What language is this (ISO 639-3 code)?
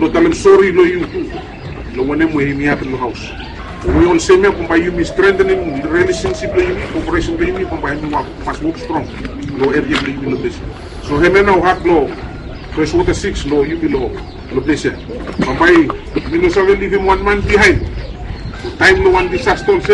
bis